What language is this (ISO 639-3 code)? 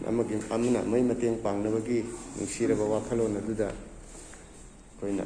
mni